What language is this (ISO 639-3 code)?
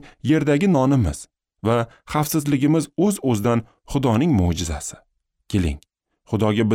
uzb